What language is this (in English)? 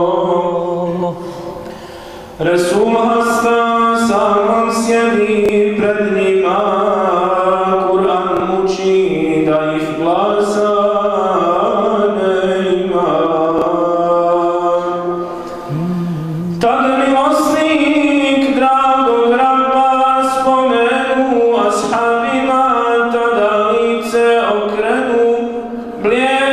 Bosnian